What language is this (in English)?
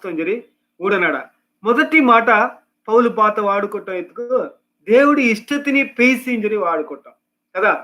Koya